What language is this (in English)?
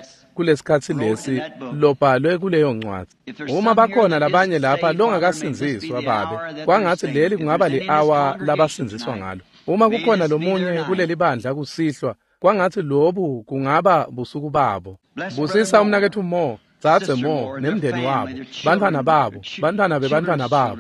Swati